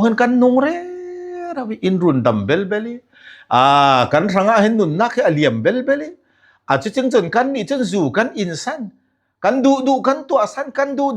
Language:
Falam Chin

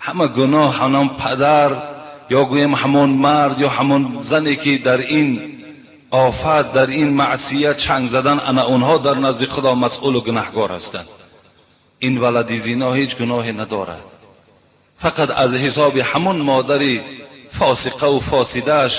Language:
Tajik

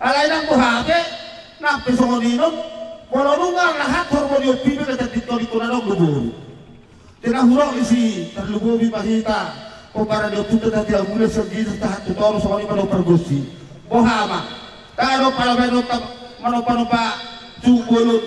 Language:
Batak Toba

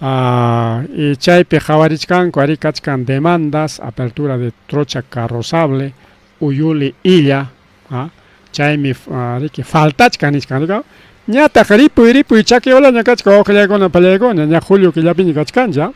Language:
Ayacucho Quechua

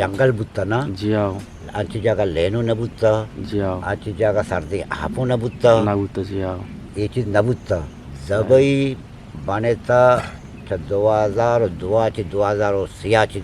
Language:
Eastern Balochi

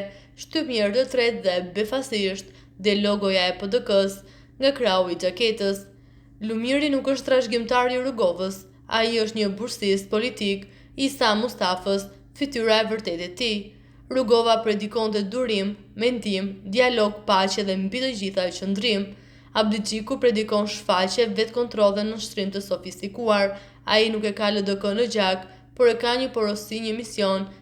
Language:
Albanian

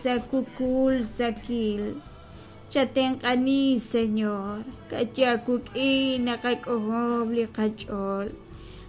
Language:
Kekchí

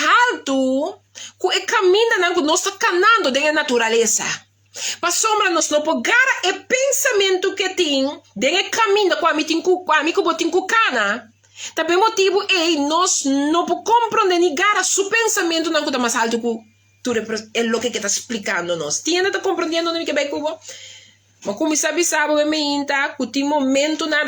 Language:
Papiamento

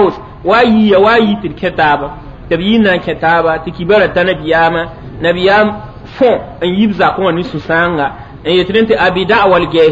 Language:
Mossi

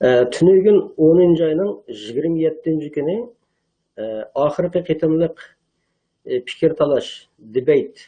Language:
Uyghur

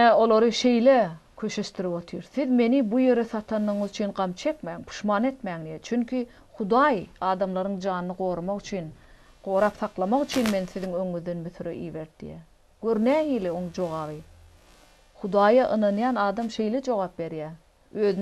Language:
Turkmen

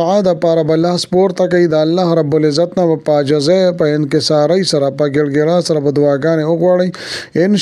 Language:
Pashto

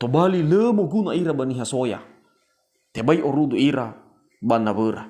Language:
Nias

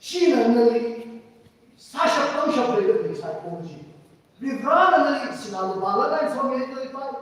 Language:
Tangkhul Naga (India)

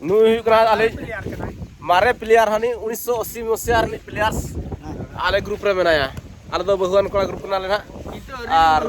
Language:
Santali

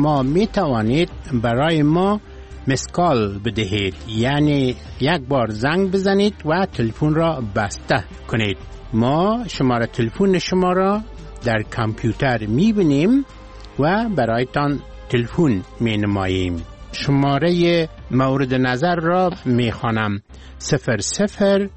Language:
Persian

